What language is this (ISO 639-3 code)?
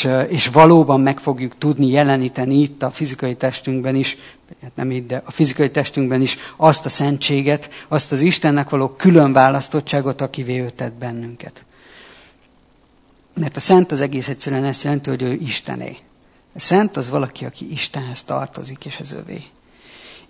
hun